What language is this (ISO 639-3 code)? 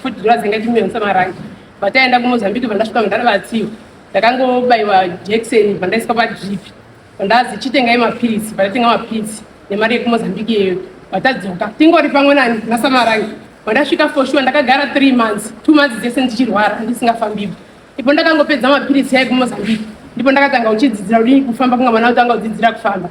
sna